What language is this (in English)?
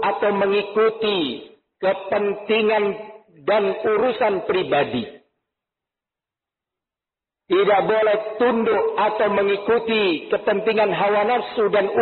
Indonesian